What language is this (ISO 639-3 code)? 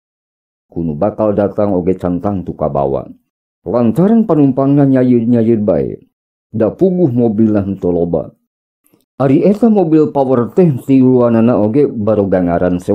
sun